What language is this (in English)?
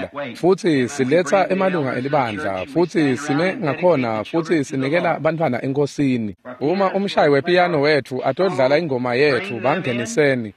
Swati